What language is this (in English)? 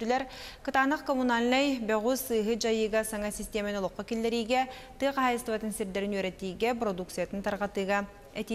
Yakut